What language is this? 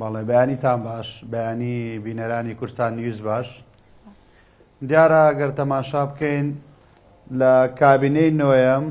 Central Kurdish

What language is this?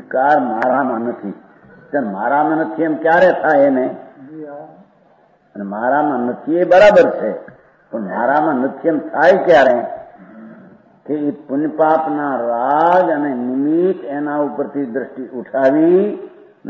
Gujarati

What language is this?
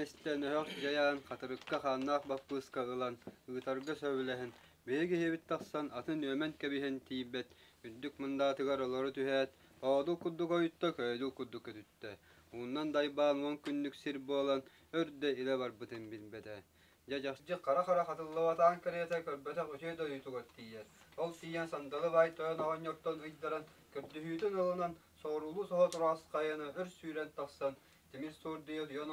Yakut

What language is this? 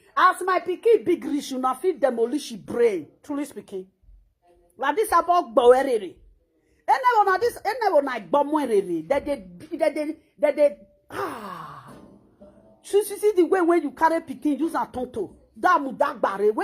Nigerian Pidgin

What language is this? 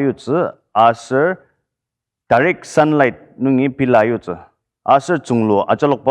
Ao Naga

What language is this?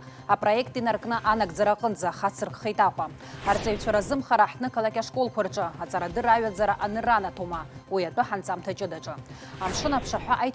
Abkhazian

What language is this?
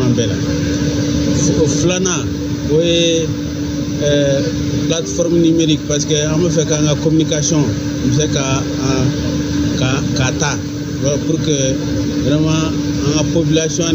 Bambara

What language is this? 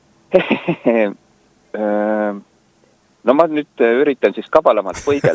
Estonian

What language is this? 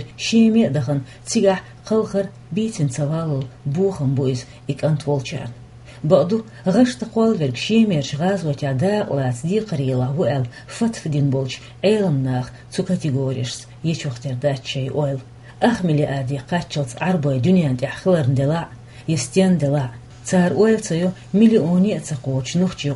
Chechen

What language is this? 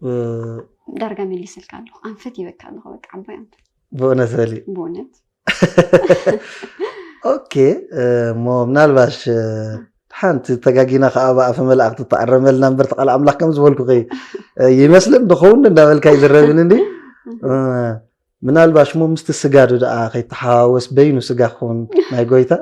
Tigrinya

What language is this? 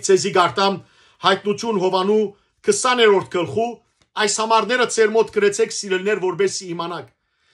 Western Armenian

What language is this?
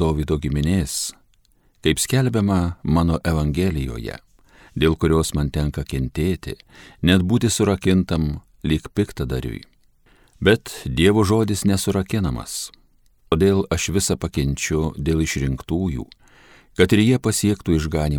Lithuanian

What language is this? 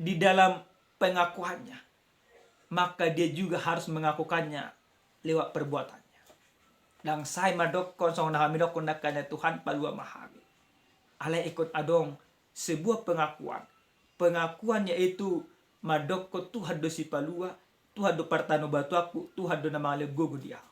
Batak Toba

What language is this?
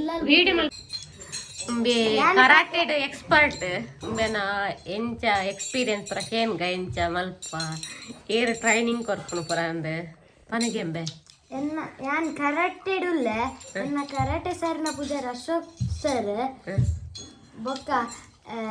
Tulu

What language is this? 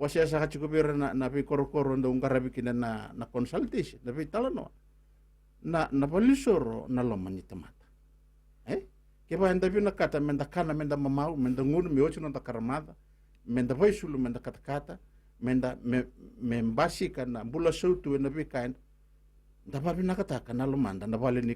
Fijian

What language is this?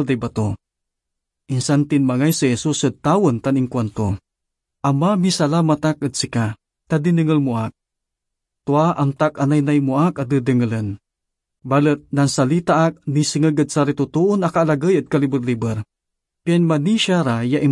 Pangasinan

